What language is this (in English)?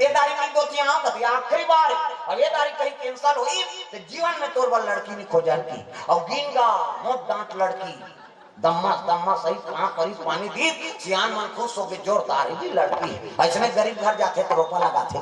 Chhattisgarhi